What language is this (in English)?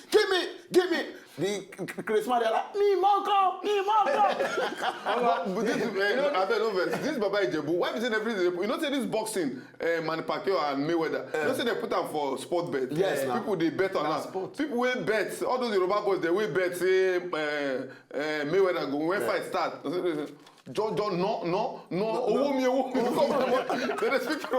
Nigerian Pidgin